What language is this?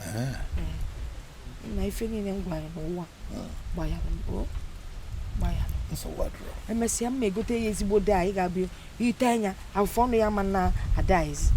Igbo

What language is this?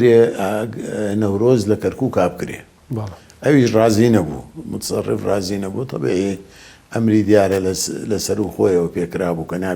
Central Kurdish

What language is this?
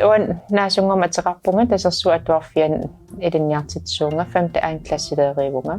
Kalaallisut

